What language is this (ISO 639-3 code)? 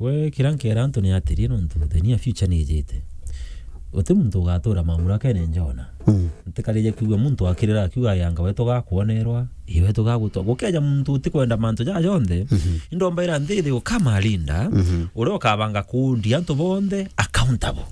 mer